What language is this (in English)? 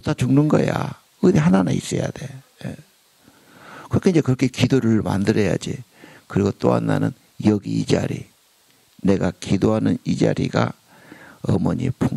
Korean